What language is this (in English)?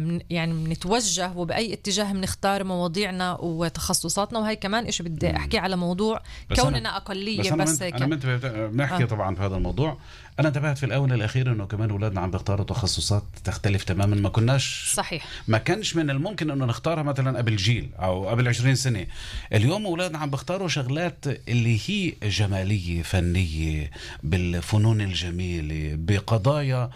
North Levantine Arabic